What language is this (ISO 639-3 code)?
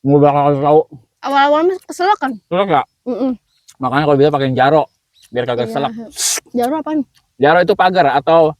bew